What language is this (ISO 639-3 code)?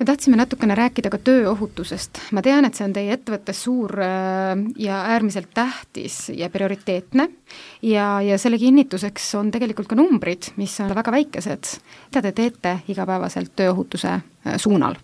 est